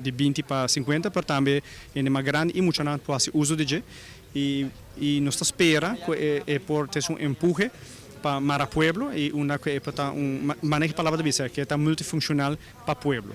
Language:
Papiamento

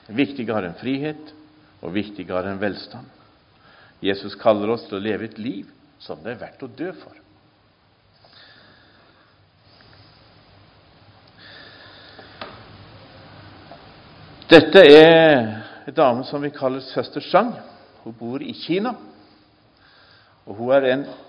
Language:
Norwegian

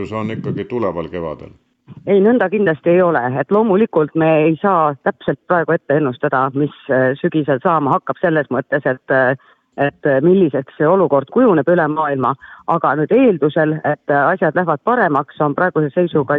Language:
Estonian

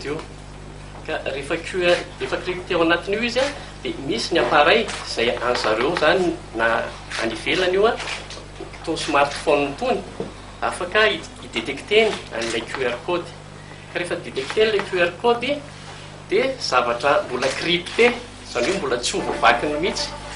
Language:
Malagasy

